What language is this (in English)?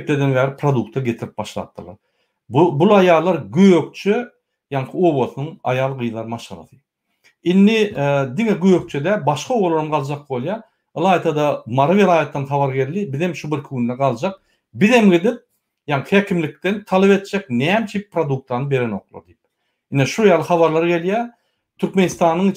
Turkmen